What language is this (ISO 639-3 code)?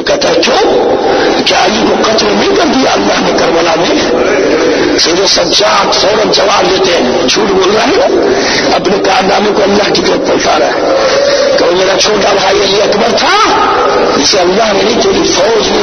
urd